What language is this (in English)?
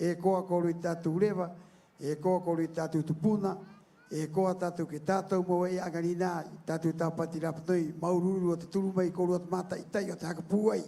Rapanui